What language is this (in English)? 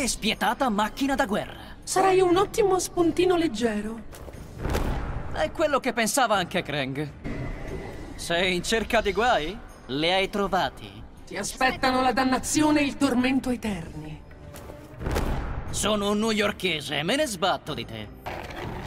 Italian